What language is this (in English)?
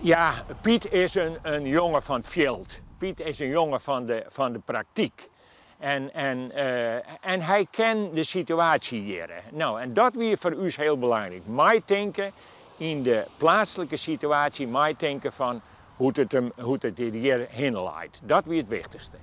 Western Frisian